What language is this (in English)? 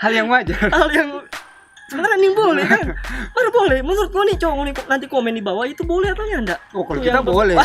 Manado Malay